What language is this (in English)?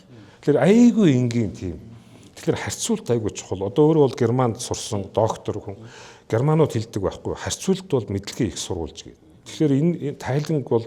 Mongolian